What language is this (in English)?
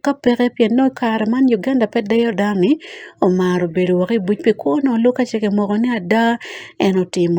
Acoli